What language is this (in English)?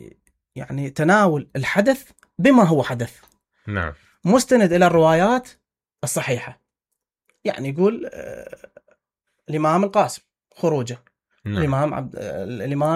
Mesopotamian Arabic